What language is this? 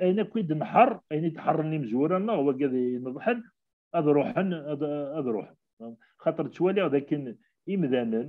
Kabyle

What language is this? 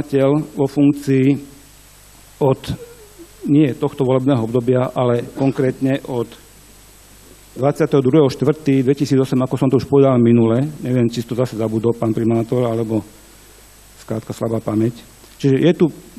Slovak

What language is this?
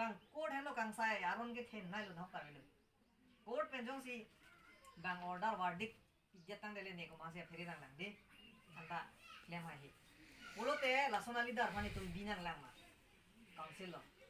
Karbi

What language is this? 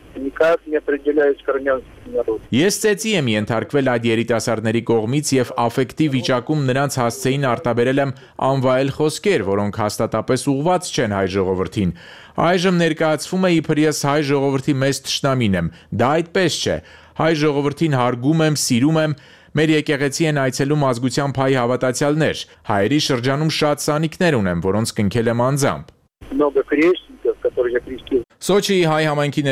Armenian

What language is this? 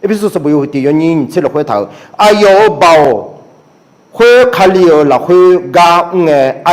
Akha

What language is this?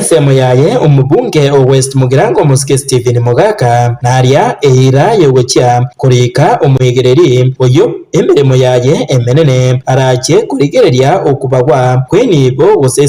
Gusii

